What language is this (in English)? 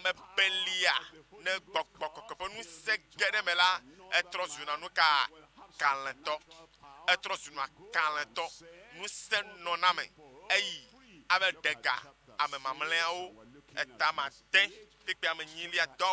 Ewe